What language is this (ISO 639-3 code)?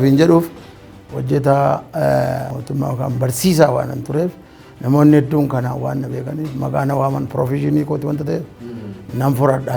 orm